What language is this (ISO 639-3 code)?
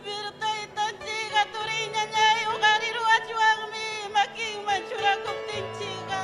quy